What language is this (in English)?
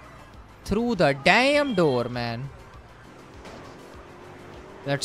Hindi